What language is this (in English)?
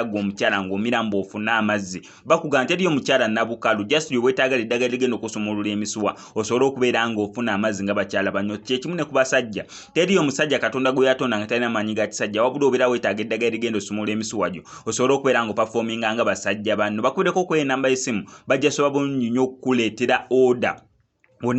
Ganda